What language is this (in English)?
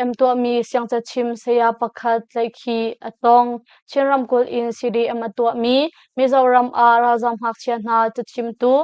Hakha Chin